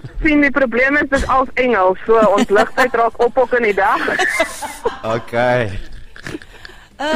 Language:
Afrikaans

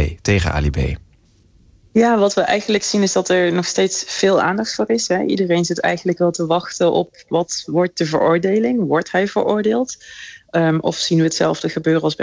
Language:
Dutch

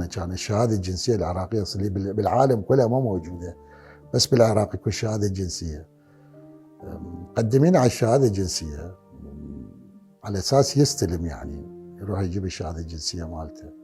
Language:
Mesopotamian Arabic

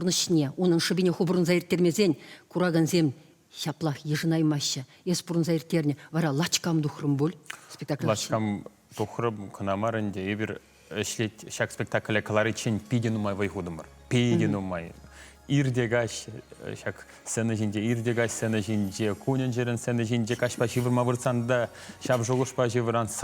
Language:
Chuvash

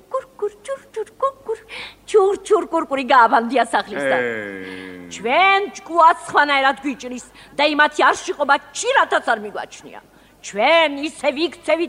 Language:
Georgian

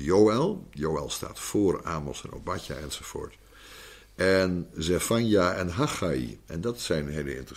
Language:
Dutch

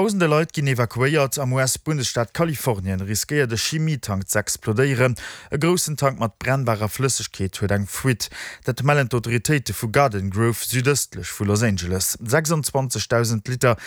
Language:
Luxembourgish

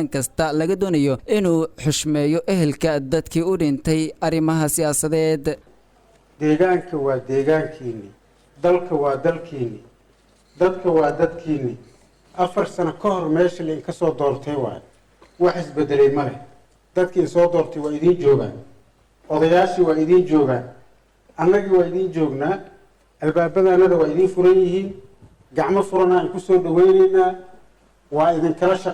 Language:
Somali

